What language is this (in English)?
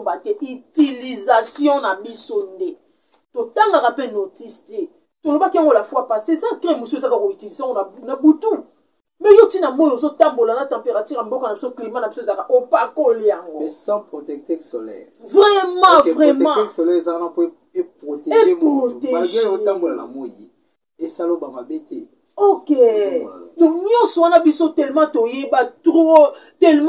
Lingala